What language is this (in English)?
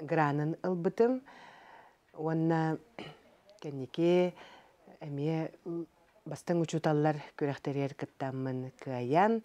Yakut